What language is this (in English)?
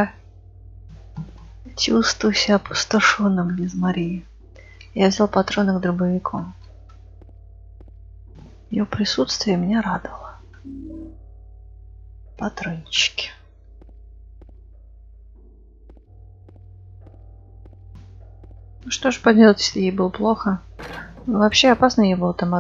Russian